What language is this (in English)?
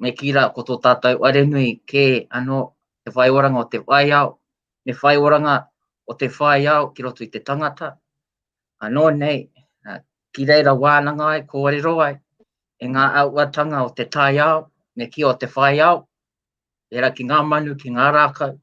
Māori